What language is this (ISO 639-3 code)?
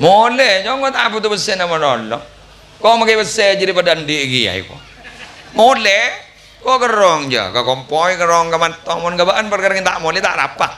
mad